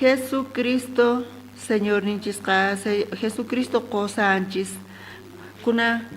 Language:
South Bolivian Quechua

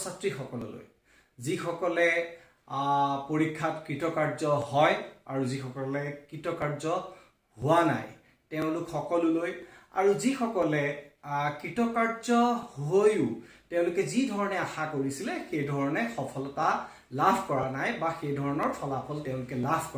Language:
Assamese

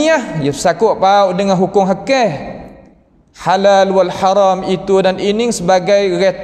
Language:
Malay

